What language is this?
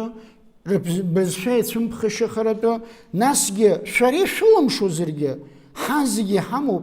Abkhazian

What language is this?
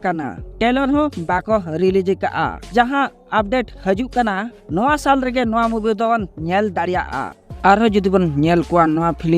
Santali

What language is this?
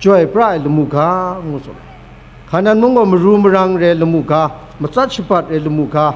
Kachin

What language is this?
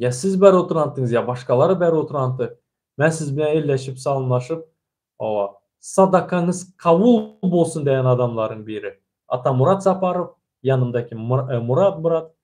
Turkmen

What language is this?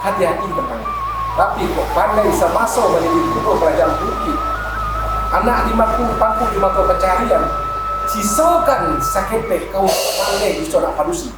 Minangkabau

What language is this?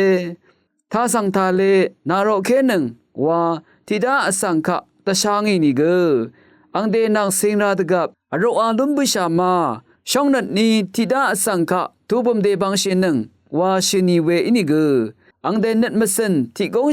Rawang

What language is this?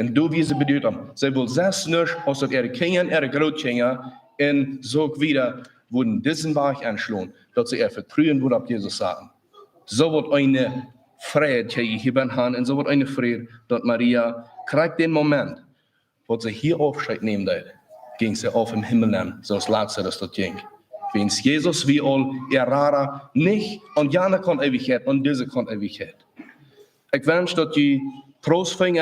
Plautdietsch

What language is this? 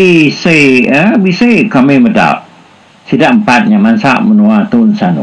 Iban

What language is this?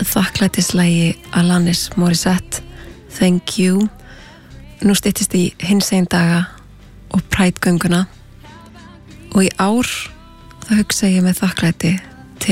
Icelandic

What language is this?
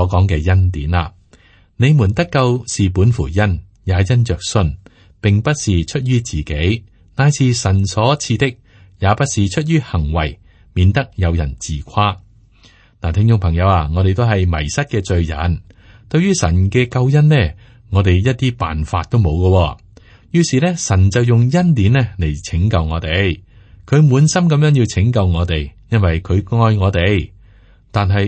Cantonese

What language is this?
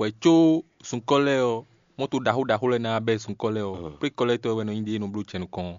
Fon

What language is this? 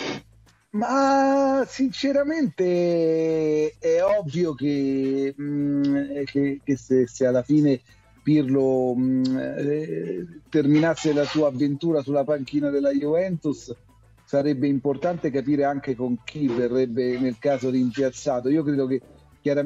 Italian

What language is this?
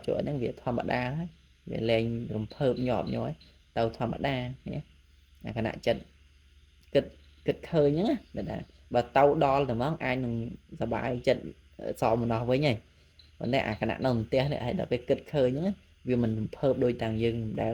Khmer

